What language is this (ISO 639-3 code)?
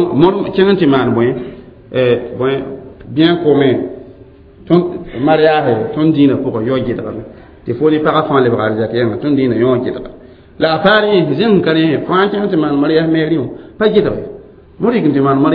mos